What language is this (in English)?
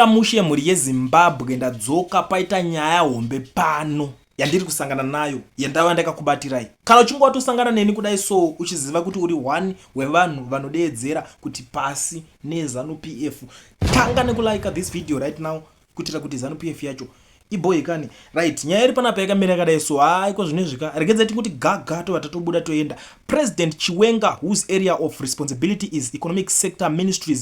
Shona